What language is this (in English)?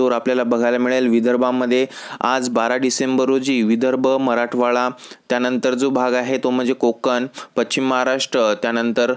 Marathi